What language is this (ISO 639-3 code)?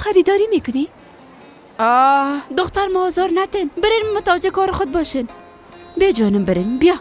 fas